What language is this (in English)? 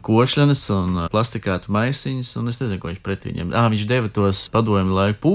Latvian